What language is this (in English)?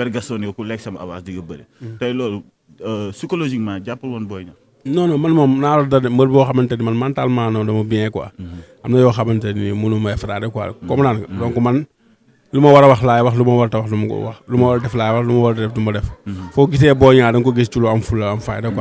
Wolof